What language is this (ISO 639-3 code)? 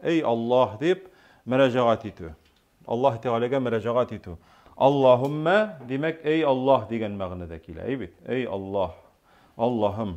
tat